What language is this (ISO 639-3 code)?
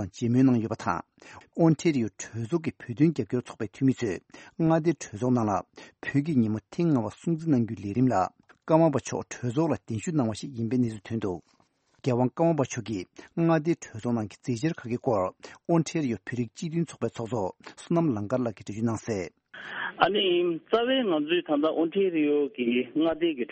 bod